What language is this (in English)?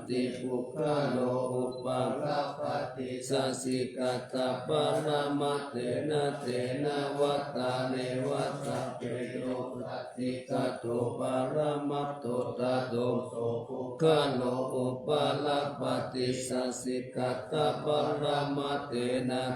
Pali